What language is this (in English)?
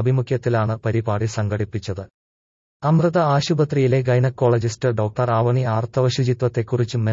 Malayalam